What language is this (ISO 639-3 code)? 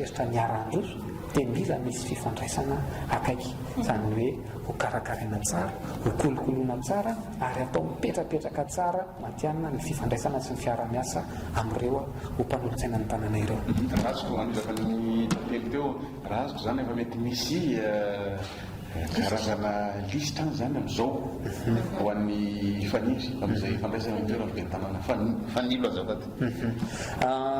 mlg